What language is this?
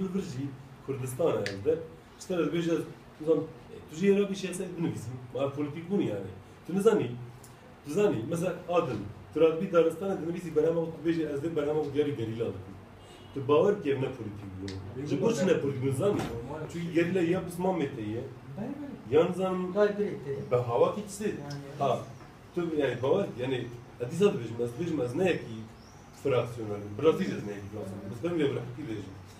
Kurdish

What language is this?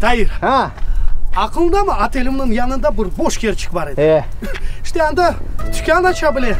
Crimean Tatar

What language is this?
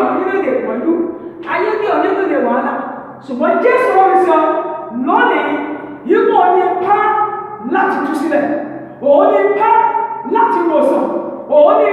Yoruba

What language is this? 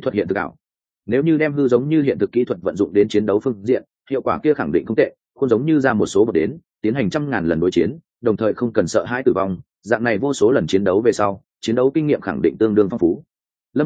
Vietnamese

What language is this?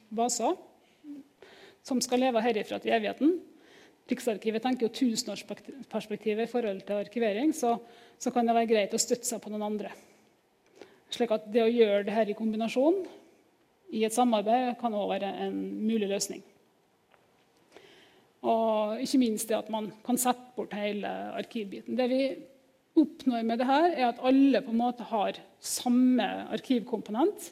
Norwegian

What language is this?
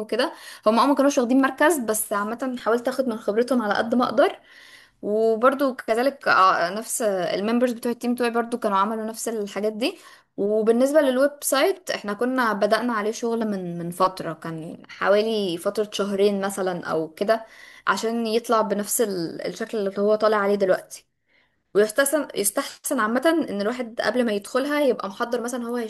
Egyptian Arabic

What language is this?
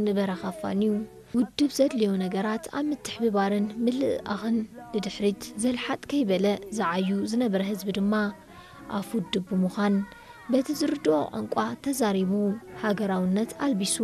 Tigrinya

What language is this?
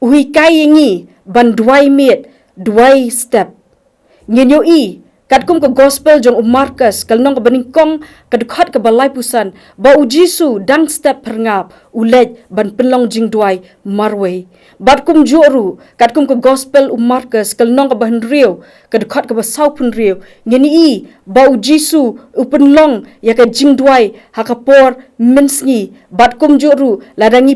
Khasi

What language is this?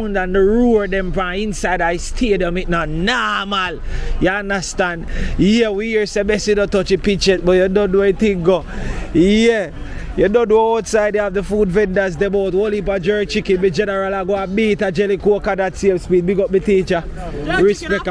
Jamaican Creole English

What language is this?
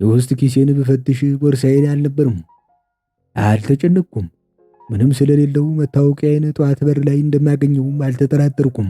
Amharic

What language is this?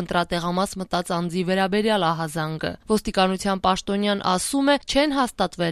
Armenian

